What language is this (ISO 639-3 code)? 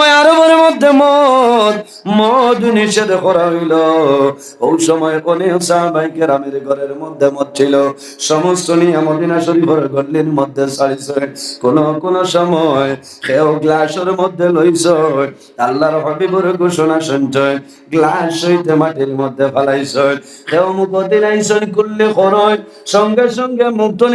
syl